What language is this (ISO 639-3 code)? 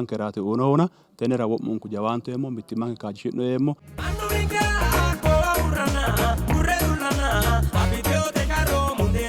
sid